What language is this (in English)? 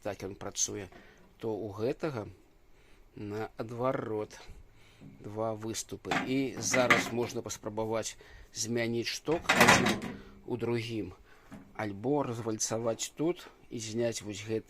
Belarusian